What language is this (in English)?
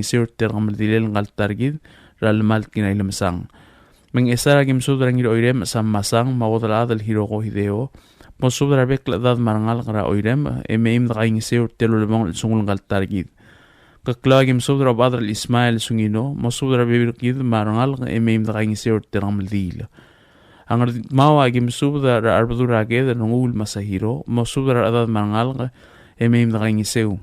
Palauan